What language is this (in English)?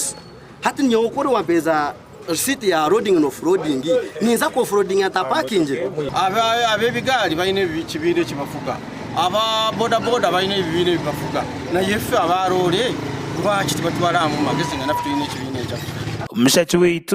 Nyankole